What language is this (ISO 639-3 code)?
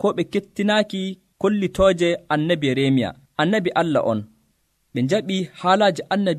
fuv